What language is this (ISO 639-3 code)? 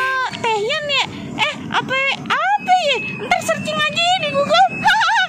bew